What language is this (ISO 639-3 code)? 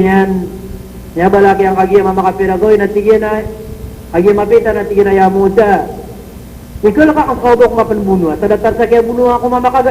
mrw